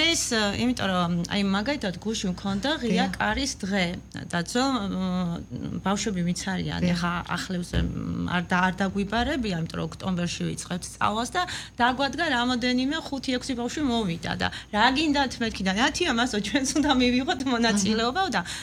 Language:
Georgian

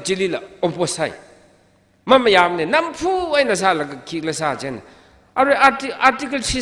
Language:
Tangkhul Naga (India)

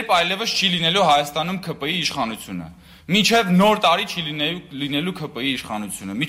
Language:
Armenian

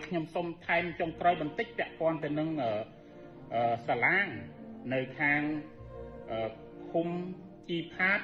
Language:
Khmer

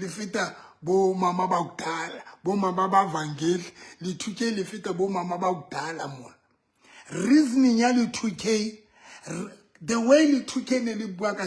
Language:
Southern Sotho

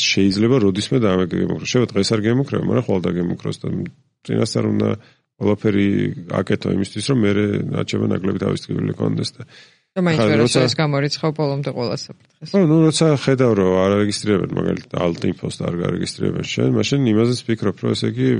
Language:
Georgian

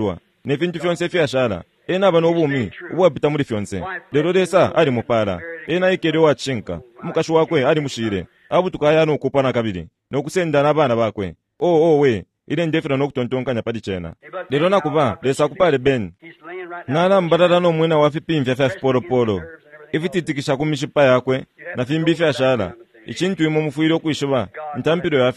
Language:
Bemba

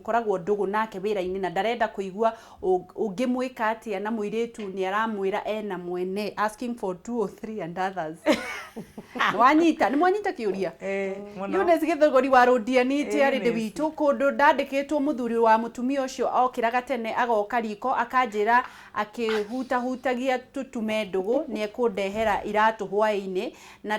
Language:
Kikuyu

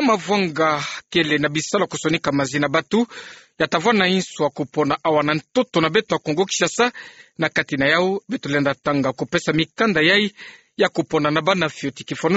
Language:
Kituba (Democratic Republic of Congo)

